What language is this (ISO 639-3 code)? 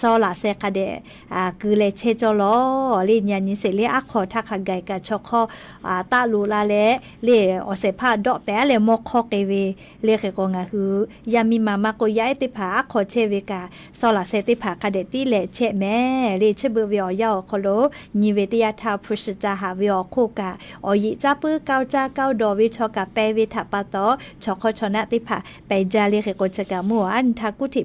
lhu